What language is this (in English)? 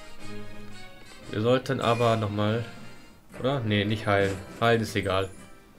German